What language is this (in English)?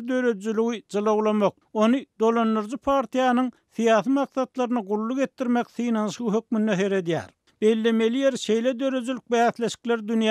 Turkmen